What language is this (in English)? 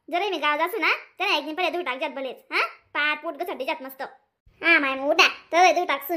Khandesi